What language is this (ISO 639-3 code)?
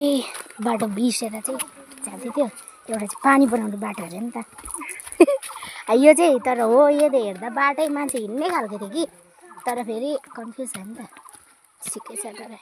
nep